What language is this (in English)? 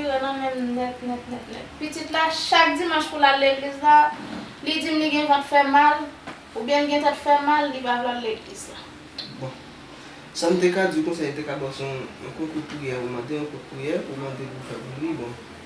Haitian Creole